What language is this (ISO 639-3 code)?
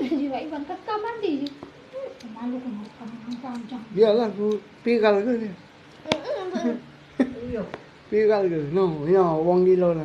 mui